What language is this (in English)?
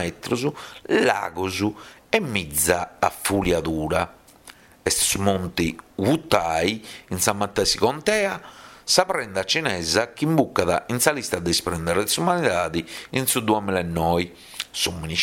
Sardinian